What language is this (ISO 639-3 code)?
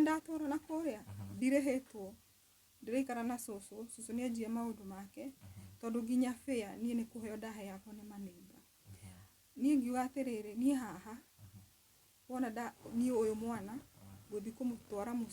kik